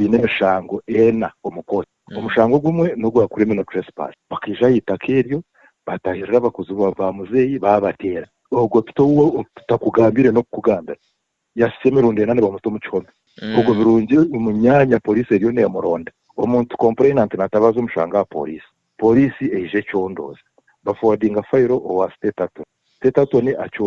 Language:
Nyankole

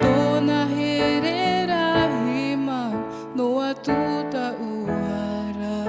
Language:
Tahitian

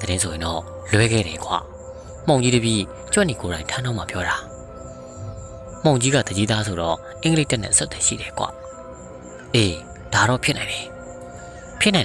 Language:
Burmese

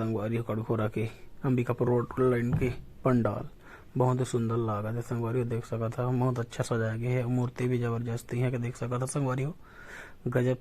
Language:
Chhattisgarhi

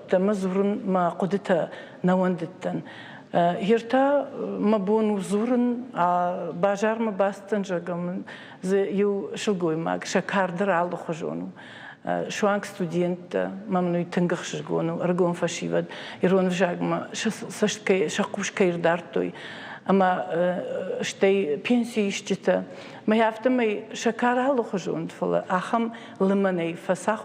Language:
Ossetic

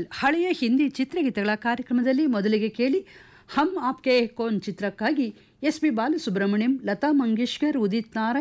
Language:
Kannada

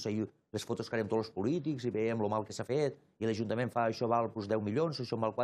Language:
Catalan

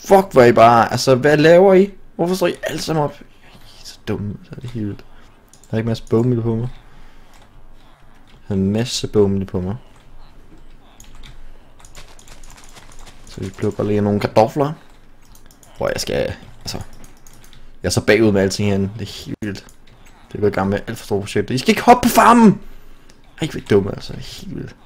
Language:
Danish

